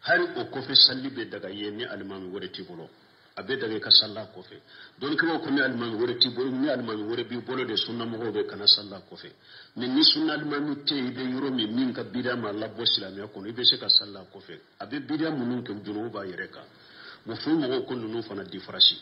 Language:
Bambara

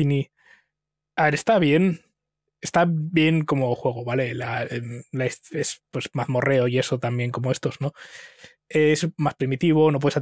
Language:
Spanish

